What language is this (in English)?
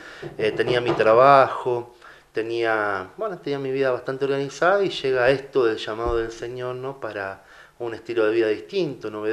Spanish